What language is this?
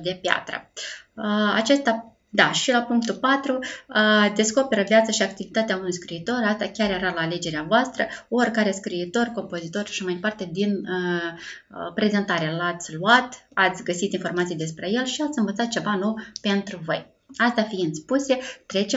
Romanian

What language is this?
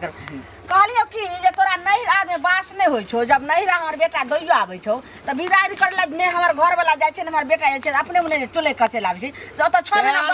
Maithili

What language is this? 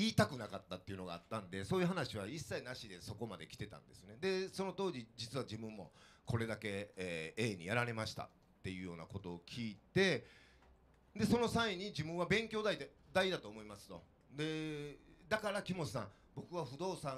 Japanese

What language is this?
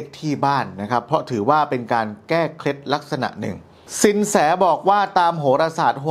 Thai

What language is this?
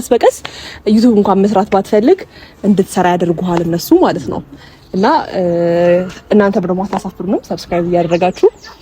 Amharic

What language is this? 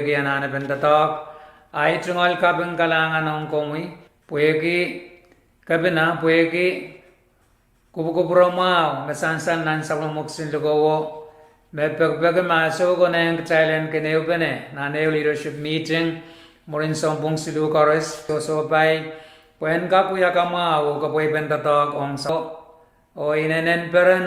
Pohnpeian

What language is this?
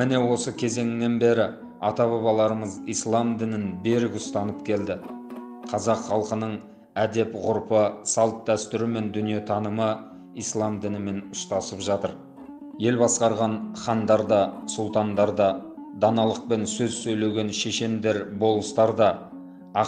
Kazakh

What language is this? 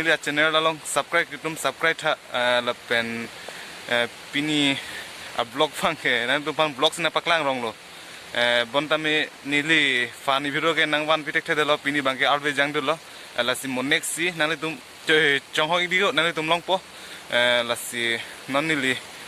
Karbi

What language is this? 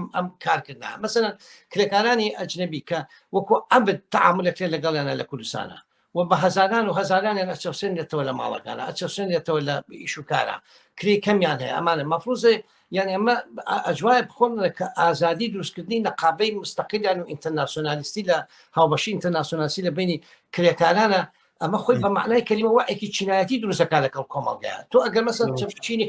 Central Kurdish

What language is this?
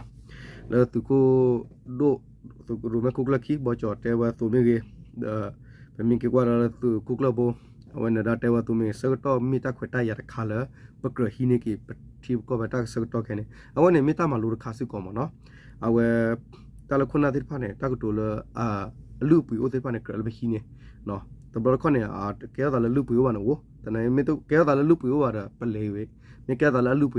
S'gaw Karen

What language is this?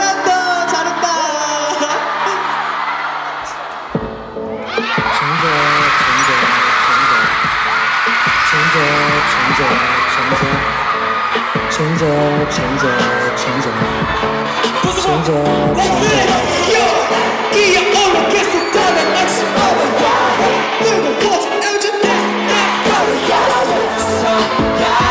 Korean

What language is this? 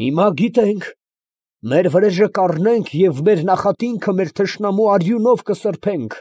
Armenian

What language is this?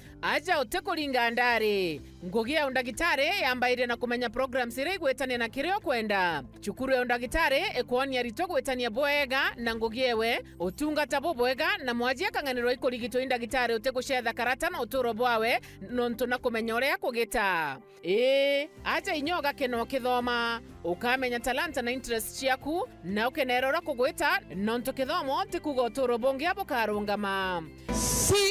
Meru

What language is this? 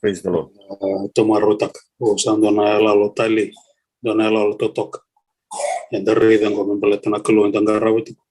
Fijian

